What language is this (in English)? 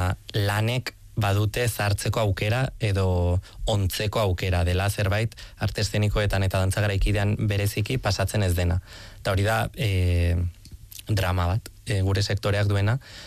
Basque